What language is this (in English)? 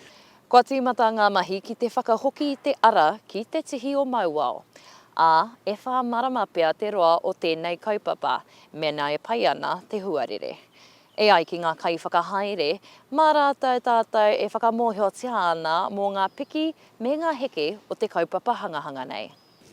Māori